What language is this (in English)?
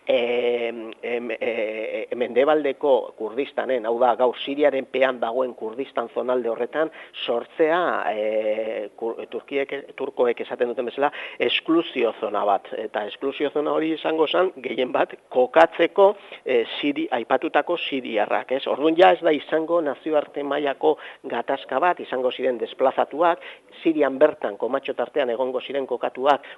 Basque